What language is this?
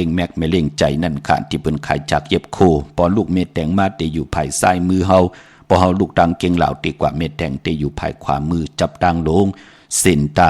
Shan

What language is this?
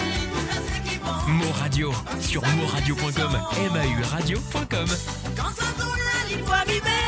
Morisyen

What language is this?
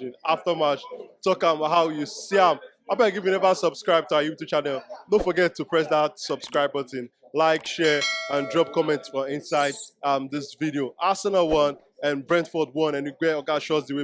Nigerian Pidgin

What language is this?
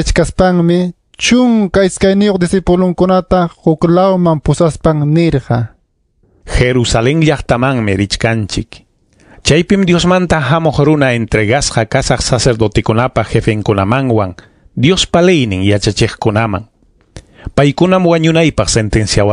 Ayacucho Quechua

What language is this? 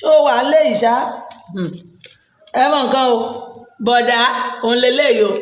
Yoruba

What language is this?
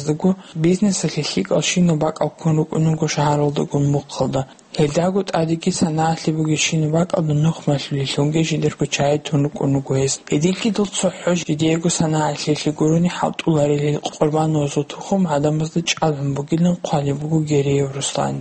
Avaric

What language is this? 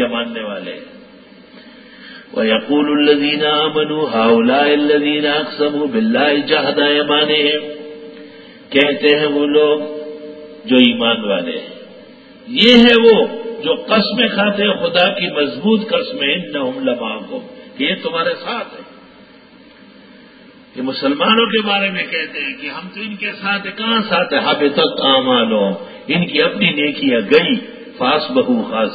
Urdu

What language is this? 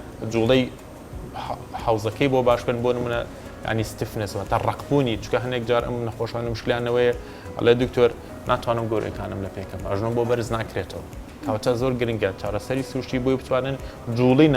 Central Kurdish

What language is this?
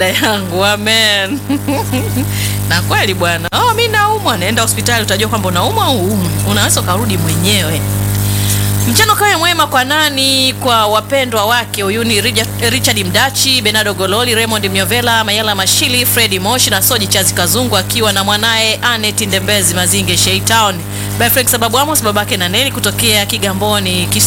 Swahili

